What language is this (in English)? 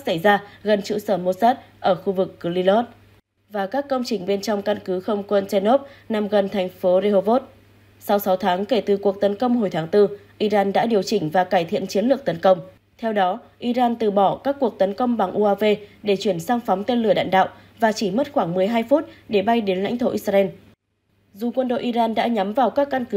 Vietnamese